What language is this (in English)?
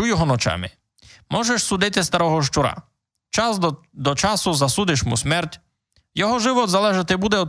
Rusyn